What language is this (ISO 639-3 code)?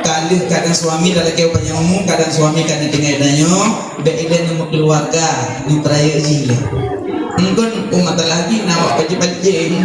ace